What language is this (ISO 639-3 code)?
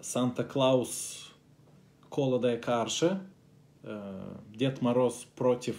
gag